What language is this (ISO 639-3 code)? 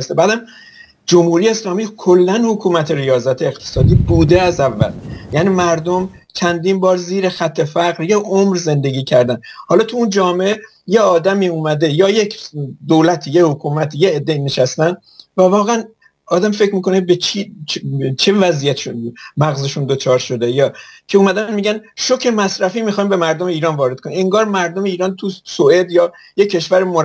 fas